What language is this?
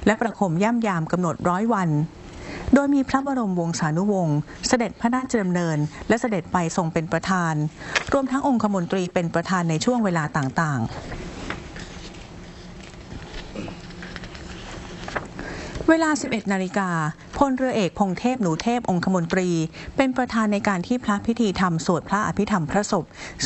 Thai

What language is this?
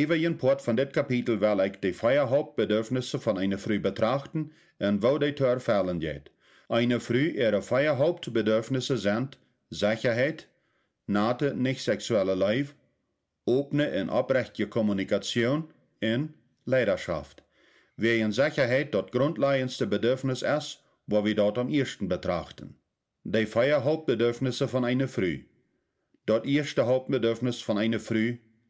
Plautdietsch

